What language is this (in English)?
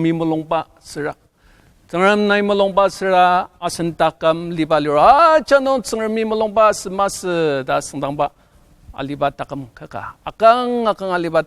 Ao Naga